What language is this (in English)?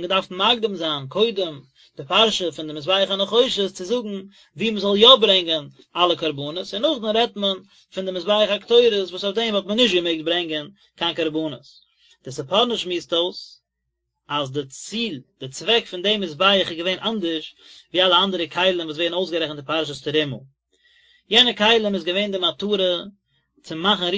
Yiddish